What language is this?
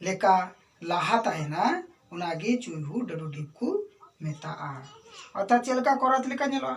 Santali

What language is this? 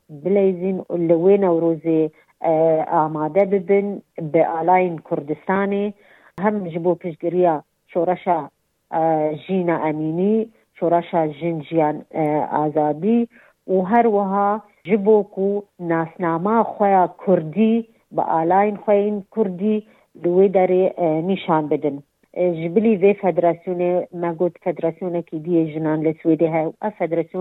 Kurdish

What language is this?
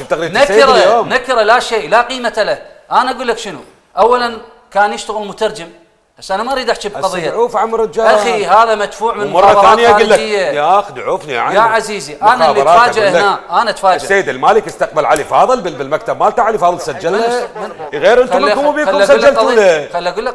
Mesopotamian Arabic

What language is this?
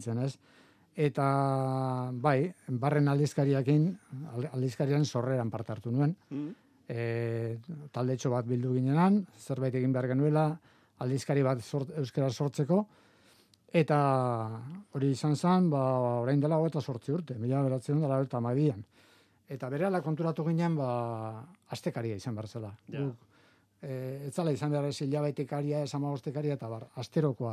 Basque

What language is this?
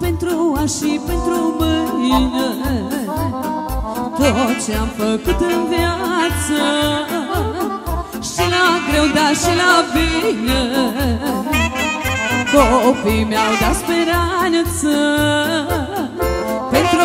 Romanian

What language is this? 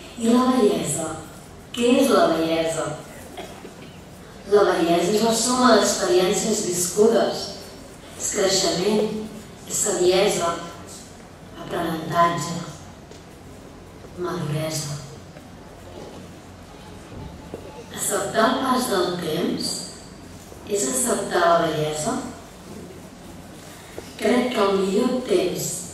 Catalan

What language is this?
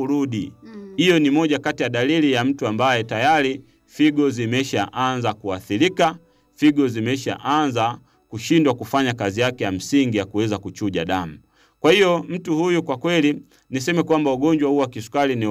Swahili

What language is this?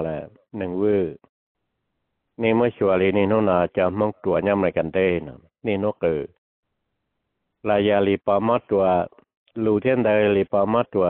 Vietnamese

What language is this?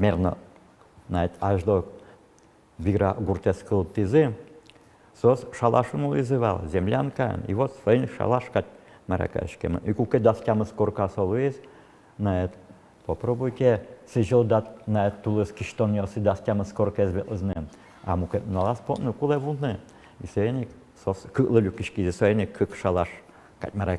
Udmurt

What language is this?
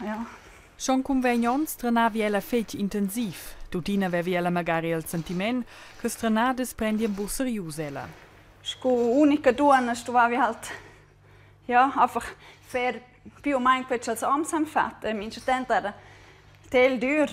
Romansh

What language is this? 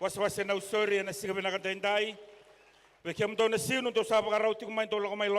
Fijian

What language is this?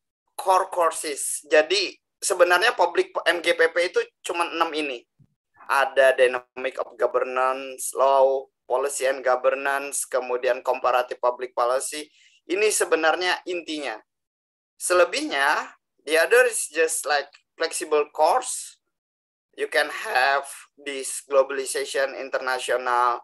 Indonesian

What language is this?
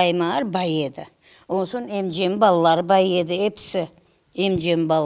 Crimean Tatar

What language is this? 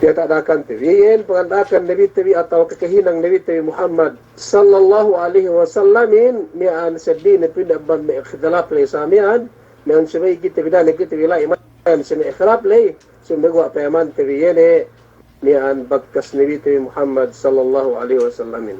Yakan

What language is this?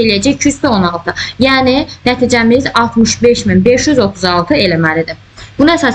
Azerbaijani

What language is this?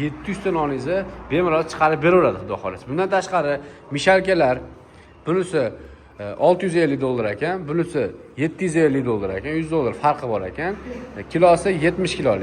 Uzbek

